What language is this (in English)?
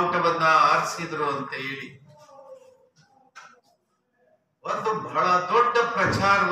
Kannada